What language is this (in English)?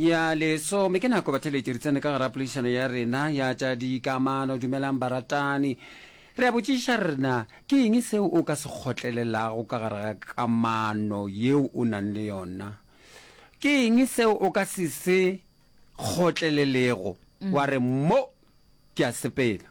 Northern Sotho